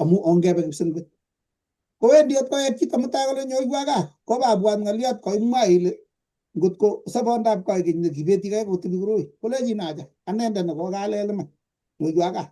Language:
Kalenjin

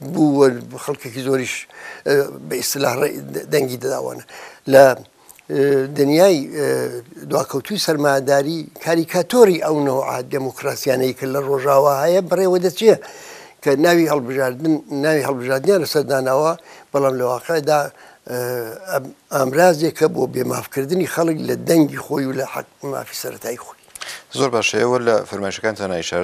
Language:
Central Kurdish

